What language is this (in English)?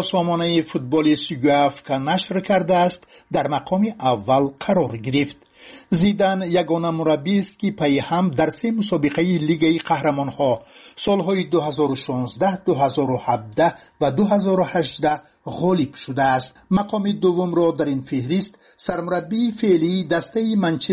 Persian